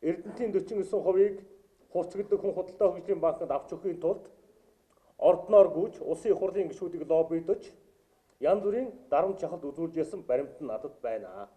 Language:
Mongolian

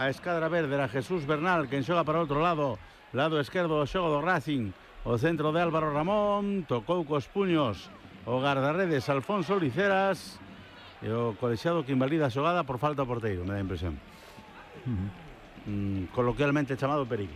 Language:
Galician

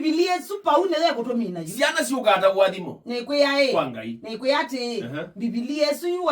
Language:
Kamba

